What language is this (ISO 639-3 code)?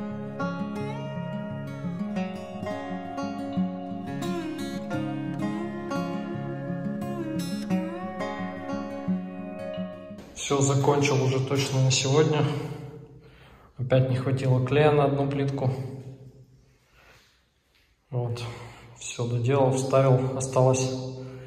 rus